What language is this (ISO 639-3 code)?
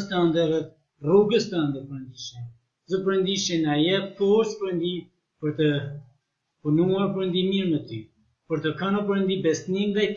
sqi